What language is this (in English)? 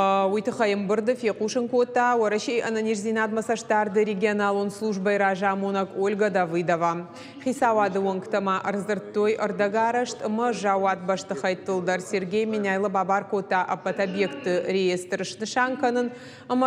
Ossetic